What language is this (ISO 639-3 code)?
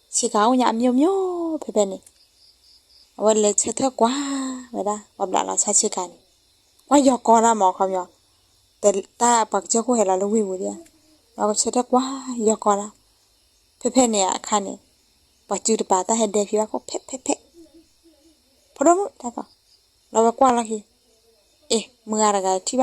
ksw